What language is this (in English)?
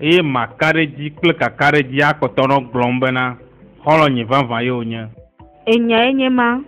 Ewe